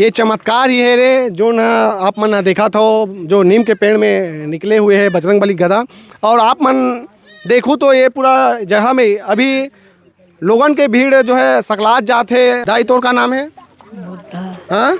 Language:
Chhattisgarhi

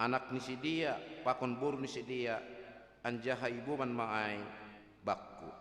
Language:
Batak Simalungun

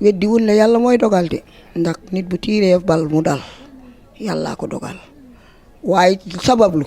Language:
Wolof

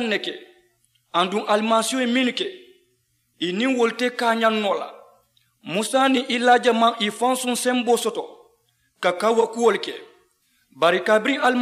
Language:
Mandingo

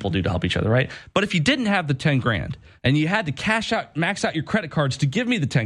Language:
English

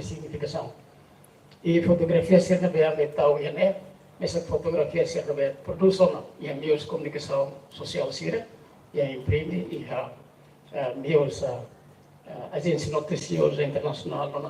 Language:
Tetum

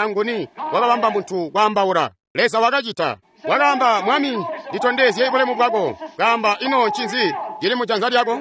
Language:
Tonga (Zambia)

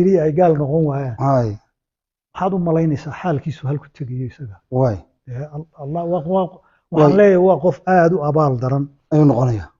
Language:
Somali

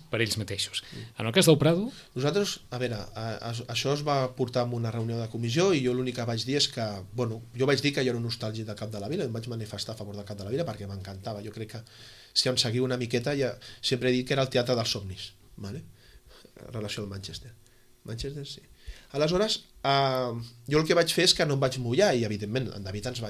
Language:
Catalan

